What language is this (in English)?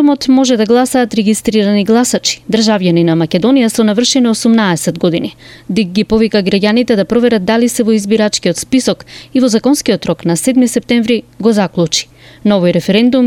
Macedonian